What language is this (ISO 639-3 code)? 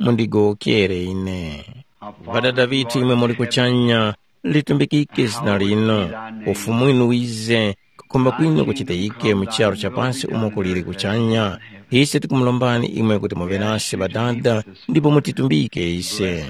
tum